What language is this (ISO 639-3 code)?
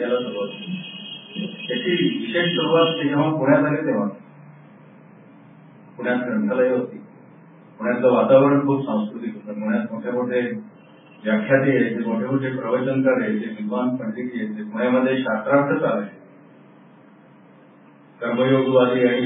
mar